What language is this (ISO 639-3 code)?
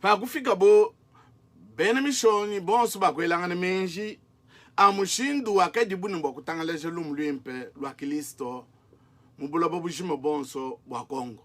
lua